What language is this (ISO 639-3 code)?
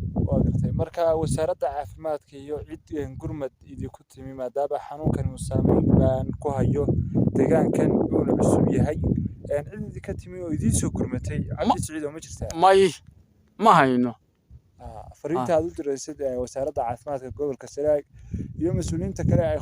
som